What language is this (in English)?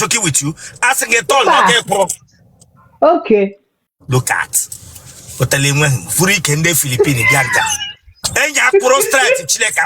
Igbo